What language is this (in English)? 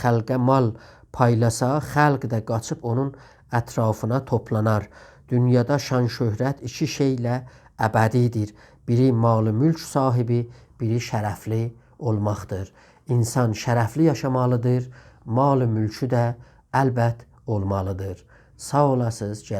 South Azerbaijani